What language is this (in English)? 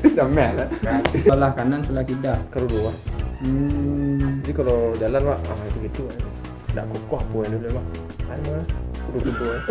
Minangkabau